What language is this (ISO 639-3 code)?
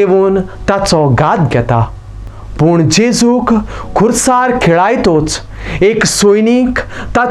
kok